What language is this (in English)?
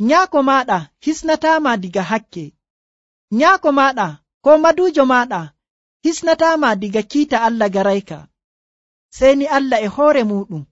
Nigerian Fulfulde